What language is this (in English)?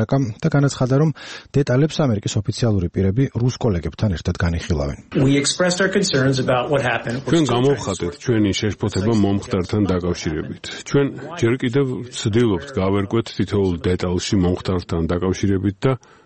Georgian